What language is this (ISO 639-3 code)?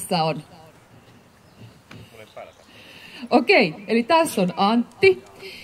fin